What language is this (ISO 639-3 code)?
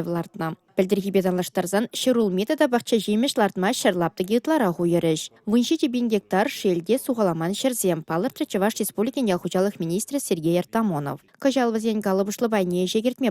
chv